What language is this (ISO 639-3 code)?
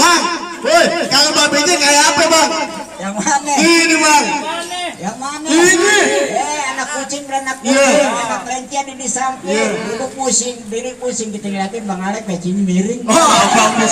bew